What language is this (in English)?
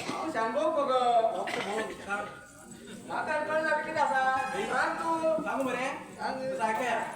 Konkani